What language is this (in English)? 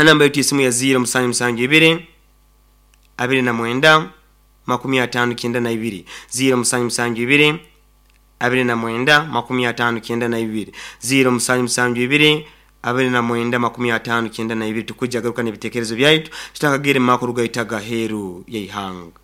Nyoro